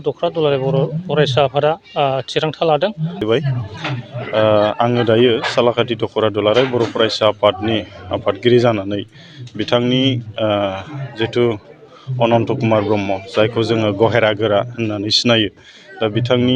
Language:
Bodo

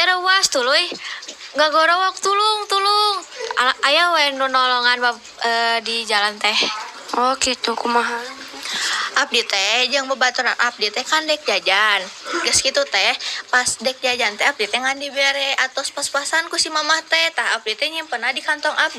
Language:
Sundanese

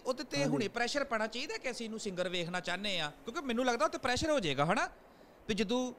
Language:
Punjabi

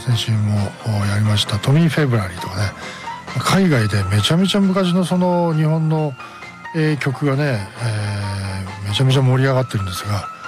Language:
Japanese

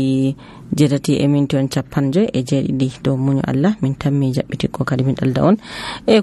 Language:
Nigerian Fulfulde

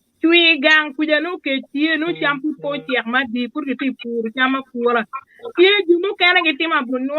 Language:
Acoli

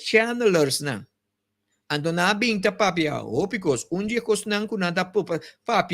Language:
Papiamento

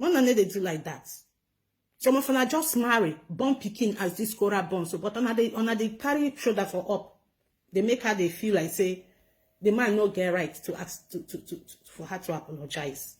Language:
Nigerian Pidgin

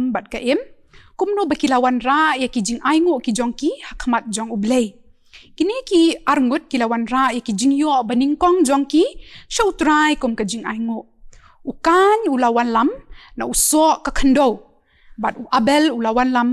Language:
Khasi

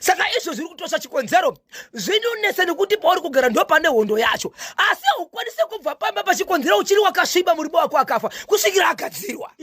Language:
Shona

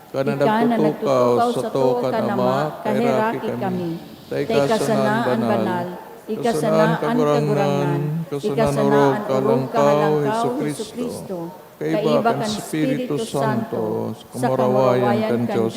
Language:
Bikol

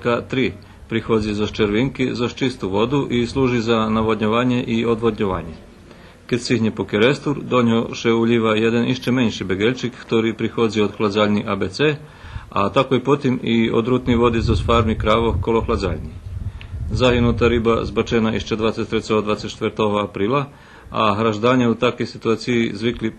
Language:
Rusyn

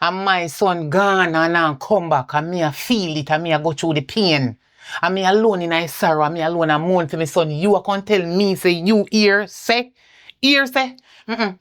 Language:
Jamaican Creole English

